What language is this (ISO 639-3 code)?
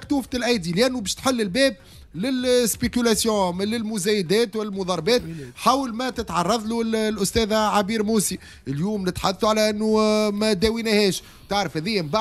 aeb